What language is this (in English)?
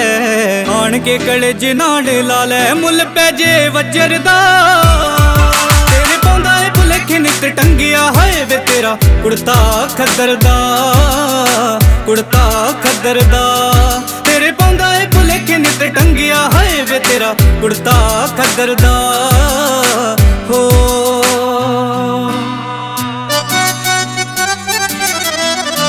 Punjabi